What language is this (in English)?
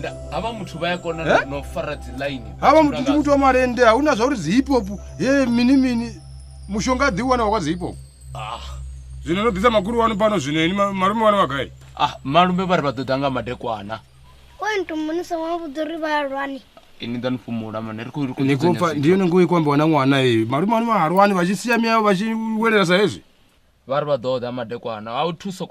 Venda